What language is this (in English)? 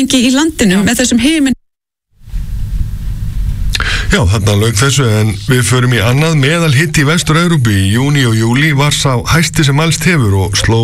Icelandic